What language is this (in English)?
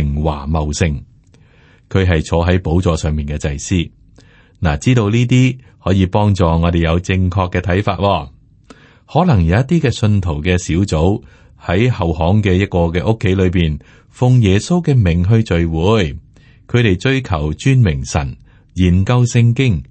Cantonese